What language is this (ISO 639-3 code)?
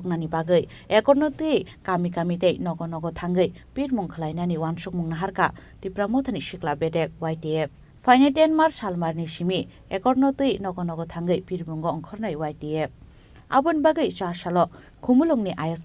trp